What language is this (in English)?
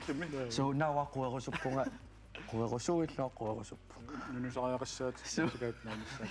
Kalaallisut